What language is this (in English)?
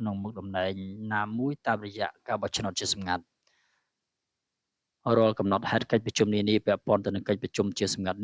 Khmer